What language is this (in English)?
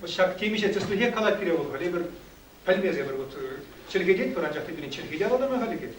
Chuvash